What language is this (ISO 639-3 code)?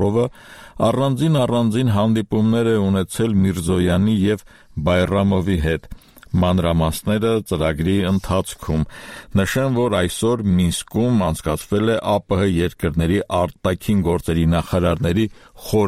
hye